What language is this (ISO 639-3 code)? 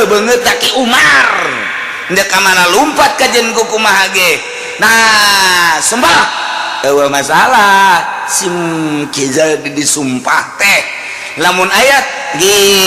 sun